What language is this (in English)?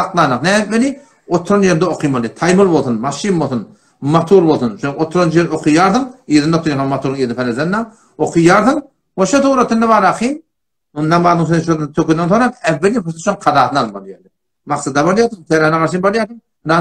Turkmen